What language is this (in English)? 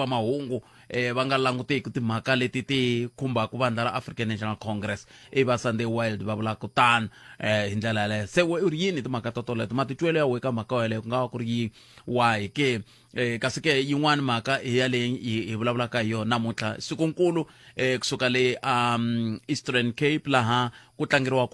Tsonga